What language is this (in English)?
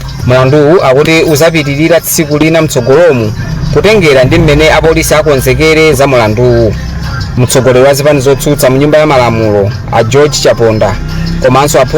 Nyanja